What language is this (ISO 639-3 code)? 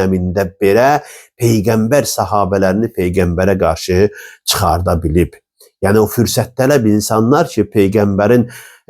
aze